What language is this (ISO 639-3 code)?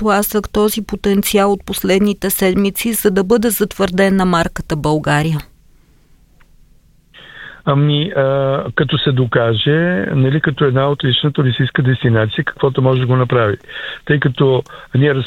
bul